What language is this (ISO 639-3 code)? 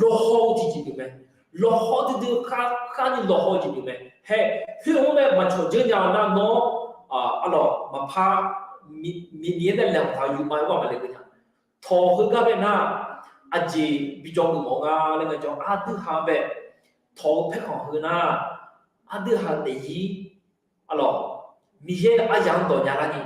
ahk